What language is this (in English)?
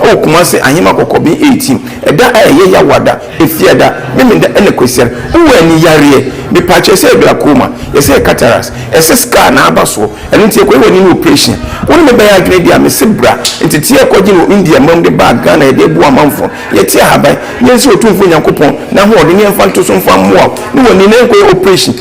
Akan